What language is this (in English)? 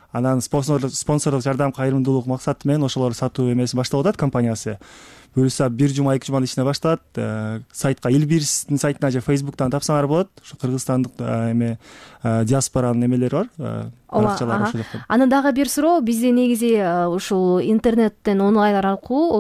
Kyrgyz